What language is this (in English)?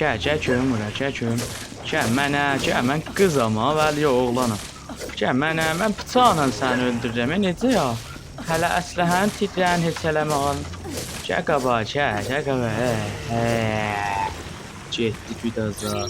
South Azerbaijani